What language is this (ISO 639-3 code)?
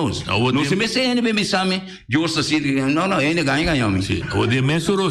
pap